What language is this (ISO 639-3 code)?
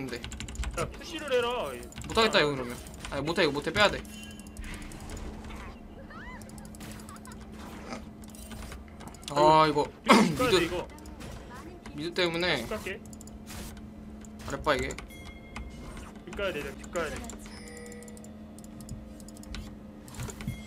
kor